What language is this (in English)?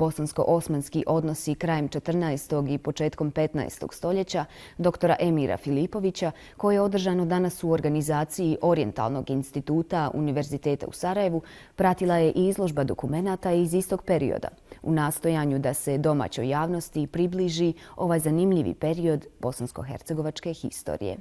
Bosnian